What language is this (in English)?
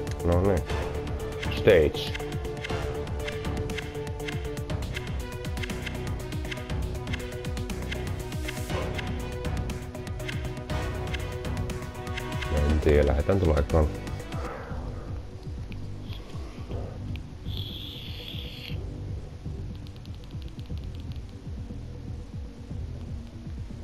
Finnish